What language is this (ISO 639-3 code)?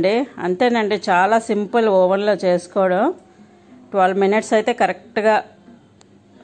tel